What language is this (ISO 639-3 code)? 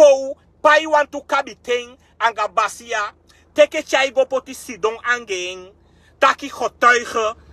srn